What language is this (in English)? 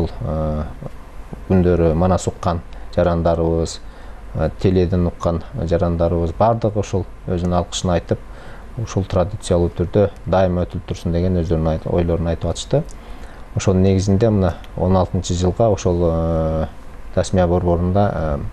Kyrgyz